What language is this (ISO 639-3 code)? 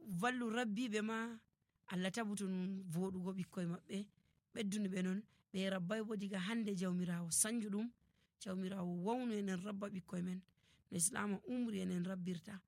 fuv